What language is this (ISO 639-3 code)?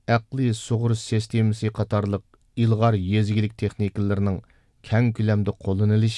uig